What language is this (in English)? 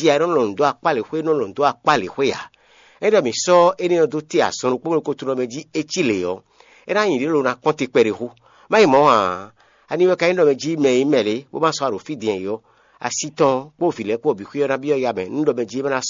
Fon